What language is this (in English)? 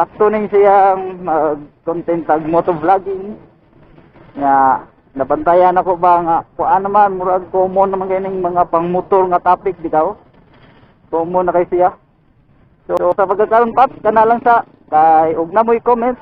Cebuano